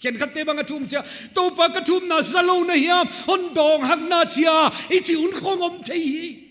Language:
Paite Chin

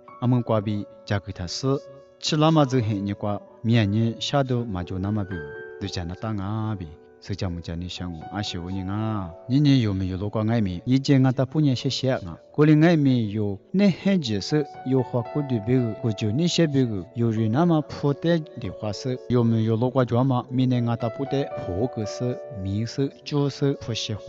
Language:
Lisu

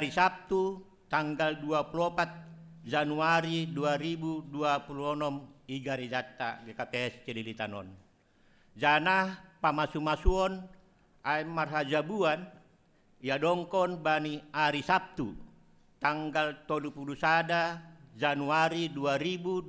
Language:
Batak Simalungun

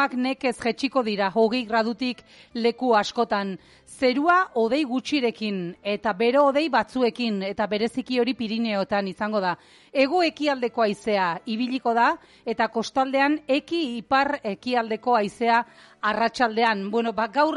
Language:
Basque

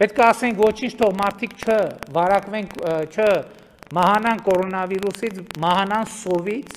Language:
Armenian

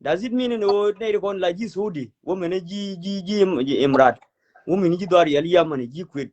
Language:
Nuer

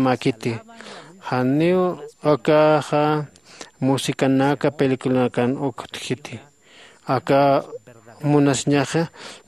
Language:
Aymara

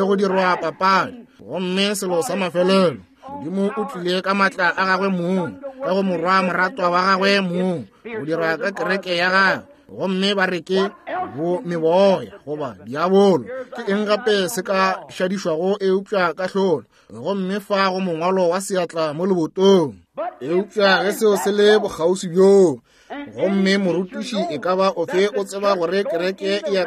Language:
Northern Sotho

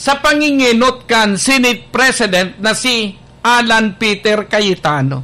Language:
Bikol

